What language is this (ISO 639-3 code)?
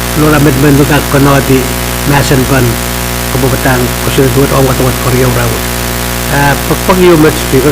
pon